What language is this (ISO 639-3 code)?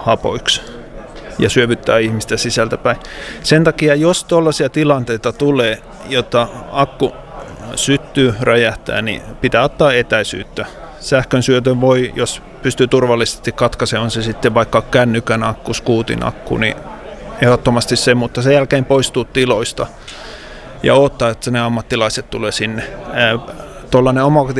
fin